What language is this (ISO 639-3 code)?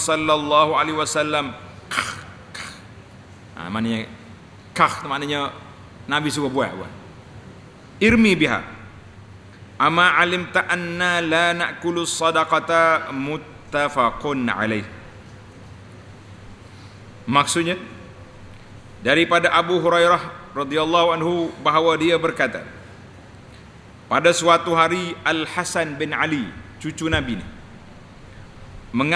msa